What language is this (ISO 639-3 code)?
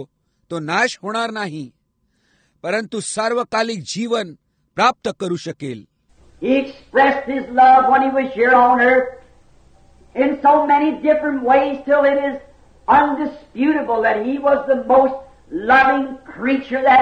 mar